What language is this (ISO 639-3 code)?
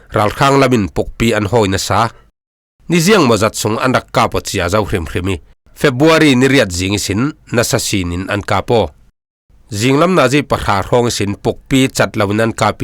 cfm